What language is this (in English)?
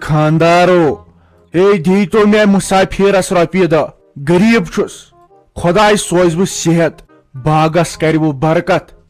Kashmiri